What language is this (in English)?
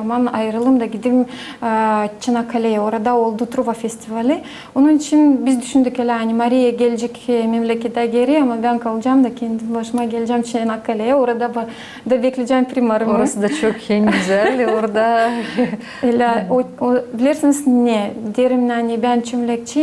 Gagauz